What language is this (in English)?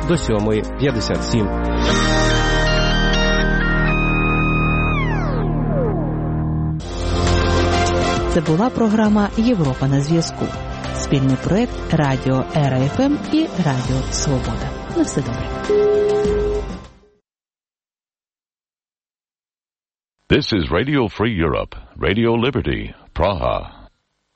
Ukrainian